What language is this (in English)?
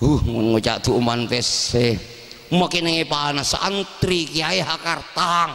Madurese